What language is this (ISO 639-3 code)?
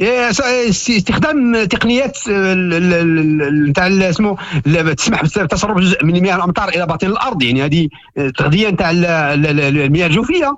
ary